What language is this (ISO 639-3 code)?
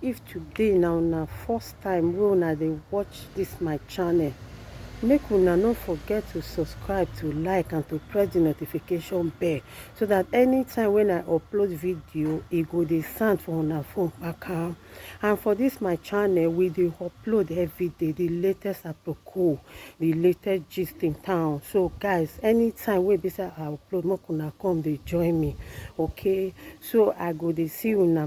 pcm